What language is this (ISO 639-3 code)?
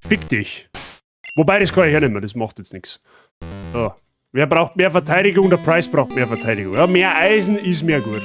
bar